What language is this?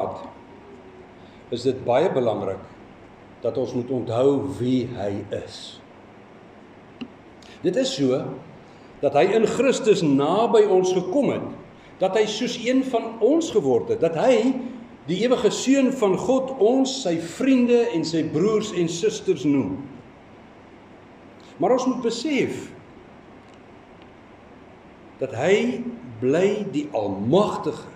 Afrikaans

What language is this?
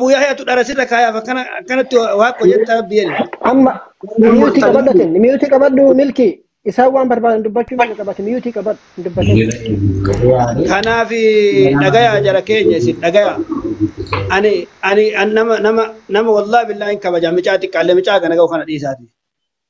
Oromo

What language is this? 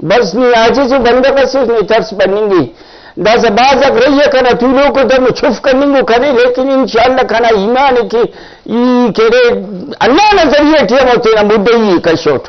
Brahui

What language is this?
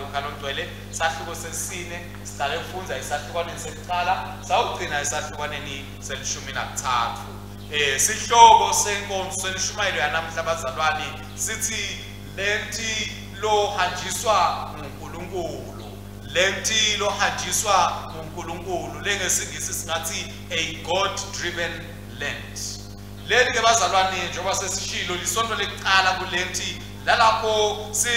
Swati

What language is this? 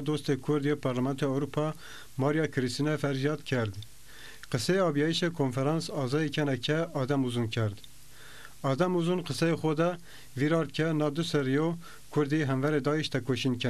Zaza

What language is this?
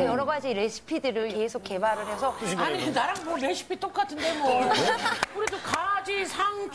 Korean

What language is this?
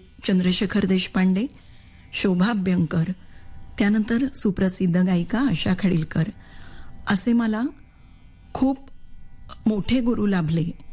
Marathi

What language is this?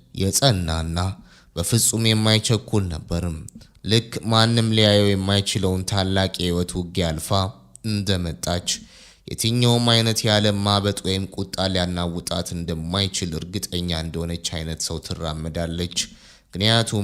Amharic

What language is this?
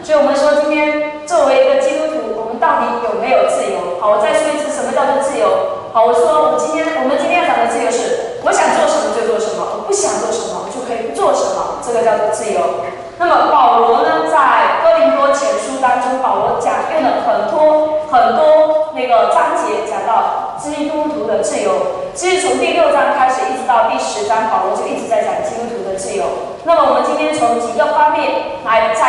Chinese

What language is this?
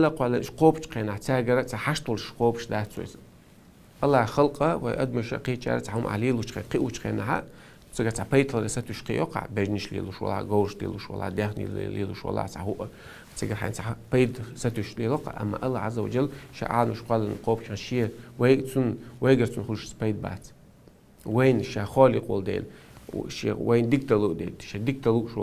Chechen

